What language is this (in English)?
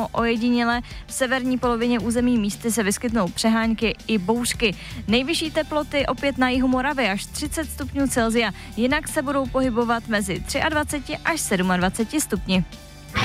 Czech